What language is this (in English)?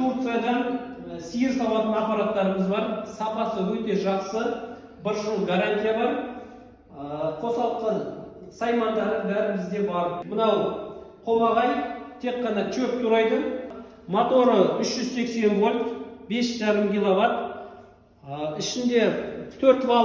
Kazakh